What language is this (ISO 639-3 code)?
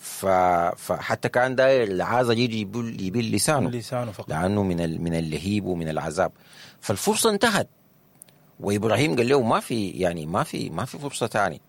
apd